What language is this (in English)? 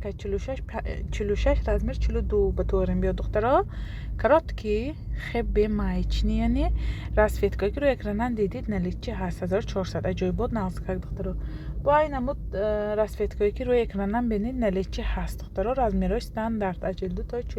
Tajik